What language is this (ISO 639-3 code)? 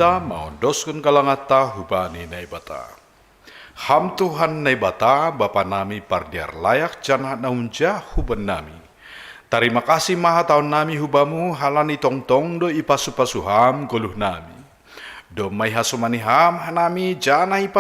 bts